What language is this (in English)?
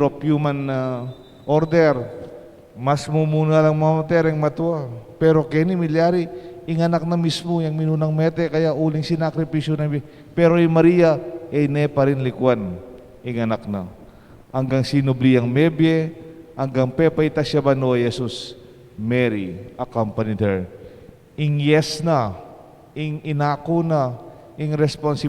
Pampanga